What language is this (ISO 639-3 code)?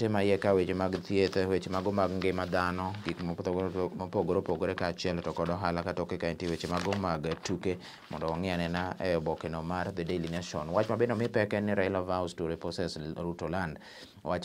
luo